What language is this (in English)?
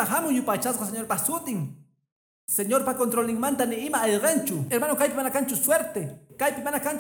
Quechua